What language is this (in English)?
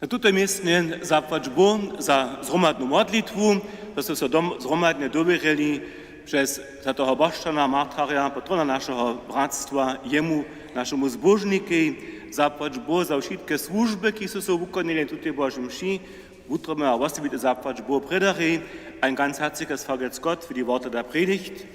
Upper Sorbian